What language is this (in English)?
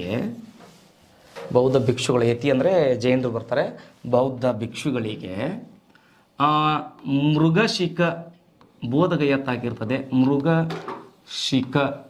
Kannada